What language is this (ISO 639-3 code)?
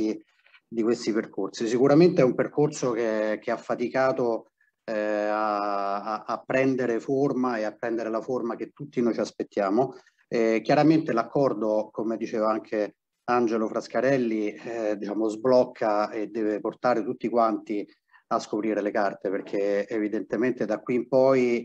ita